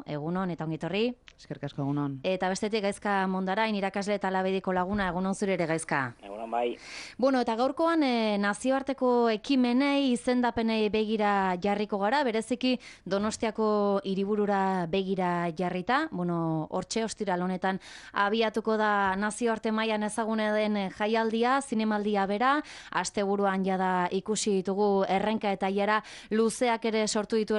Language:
Basque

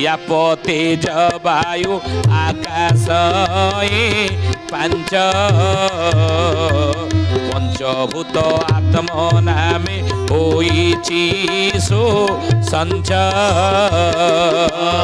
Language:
Odia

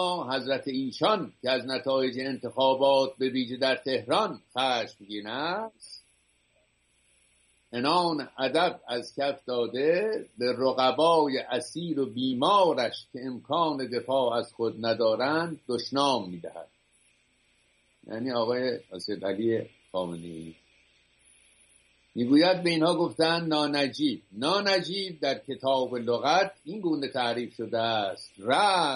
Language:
Persian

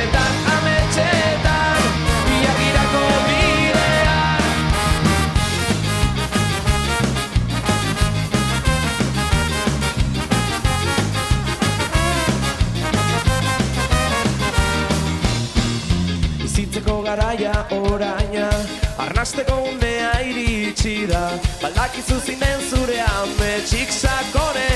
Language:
Basque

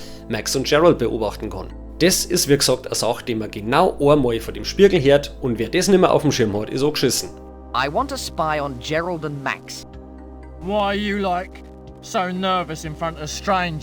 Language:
Bavarian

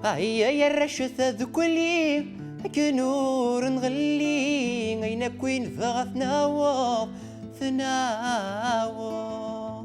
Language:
Kabyle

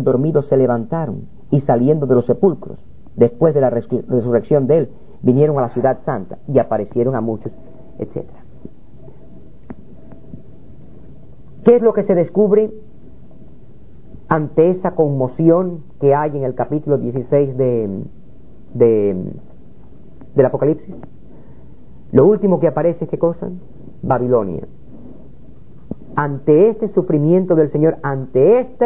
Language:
Spanish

